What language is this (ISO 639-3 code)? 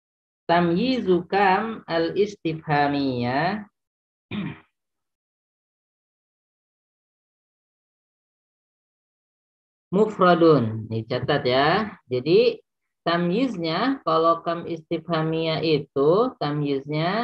ind